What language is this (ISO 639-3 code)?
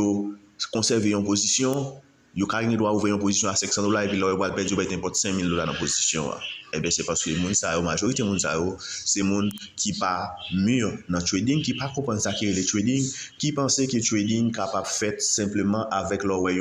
hat